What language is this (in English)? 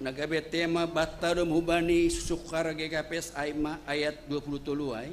Batak Simalungun